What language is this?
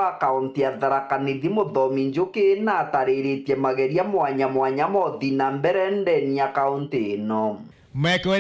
Meru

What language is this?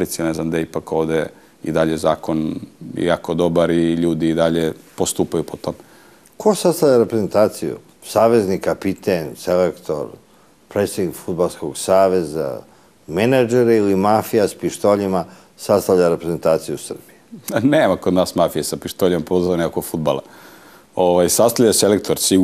Serbian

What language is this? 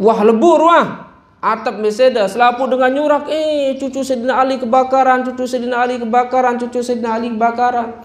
Sasak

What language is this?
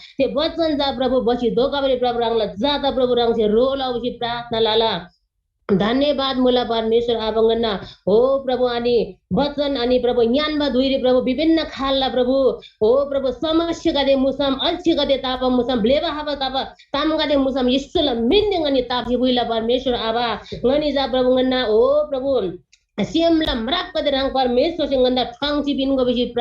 Eastern Tamang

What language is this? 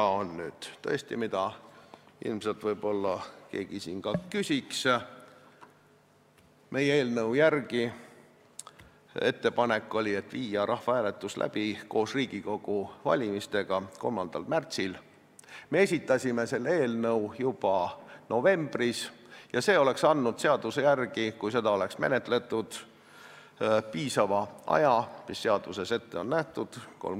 Estonian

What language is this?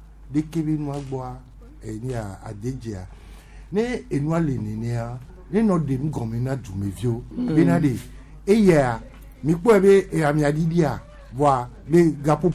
Gen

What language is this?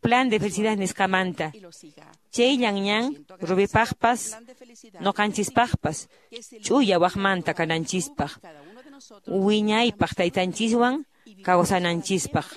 Quechua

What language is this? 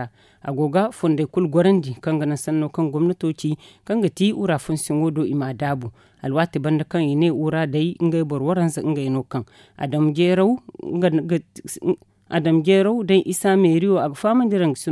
Zarma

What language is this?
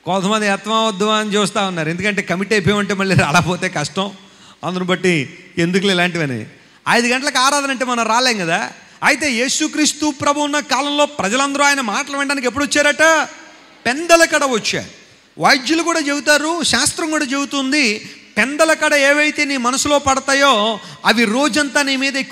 Telugu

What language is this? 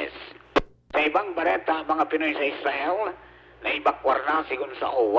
Bikol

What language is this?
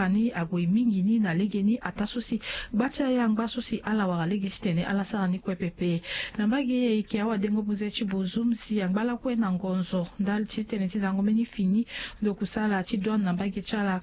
Sango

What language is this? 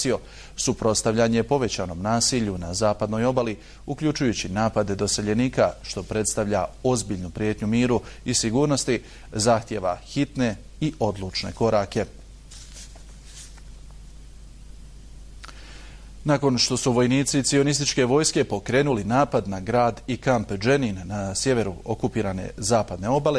Bosnian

